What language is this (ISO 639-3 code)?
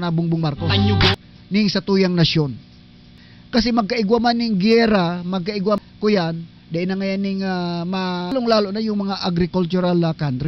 bik